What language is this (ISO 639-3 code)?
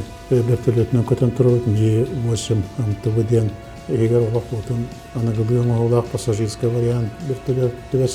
sah